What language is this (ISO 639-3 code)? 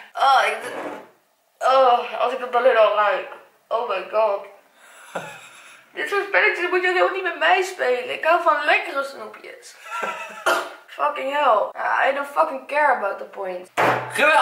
nld